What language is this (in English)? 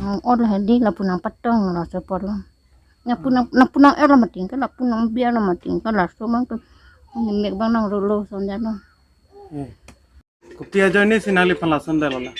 Karbi